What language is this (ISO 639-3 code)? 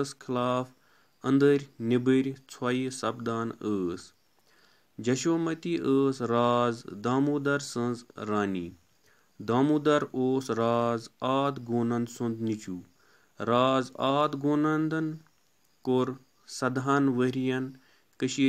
kas